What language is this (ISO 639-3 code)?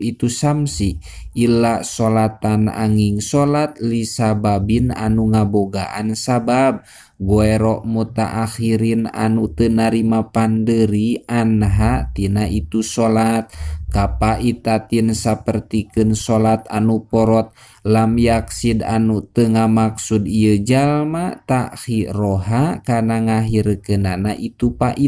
sun